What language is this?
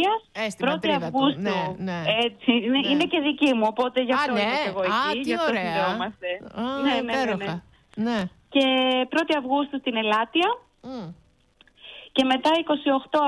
Greek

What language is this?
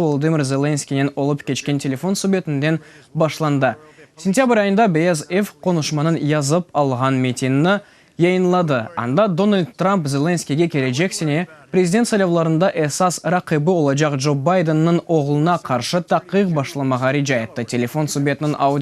Crimean Tatar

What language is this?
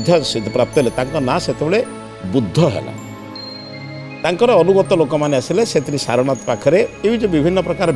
Odia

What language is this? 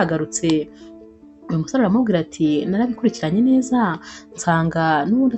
Kinyarwanda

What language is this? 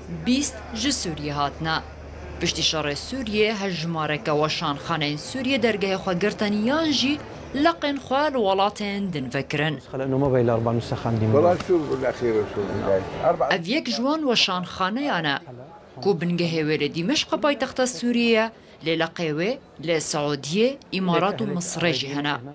Kurdish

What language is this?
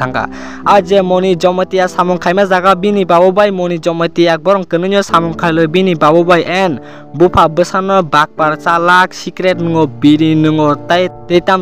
Kok Borok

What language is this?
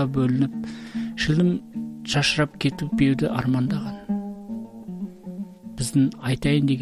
Kazakh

